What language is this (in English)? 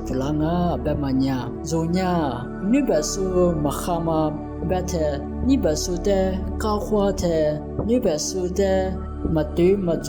Lisu